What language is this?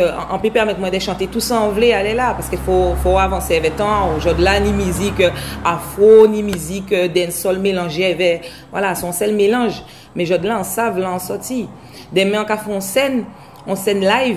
Guadeloupean Creole French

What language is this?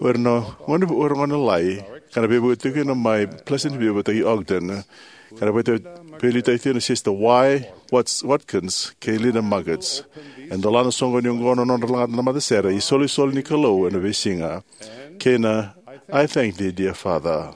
Fijian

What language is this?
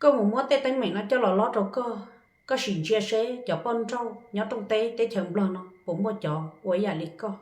Hmong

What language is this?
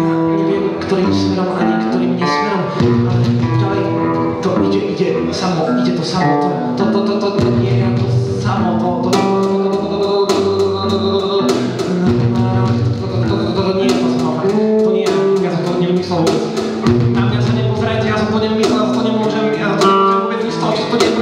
Slovak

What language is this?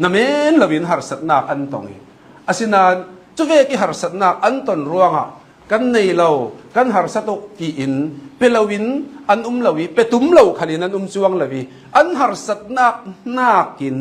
Hakha Chin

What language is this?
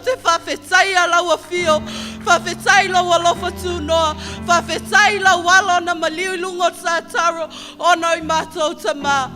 Samoan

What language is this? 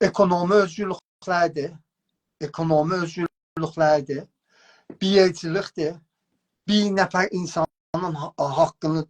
South Azerbaijani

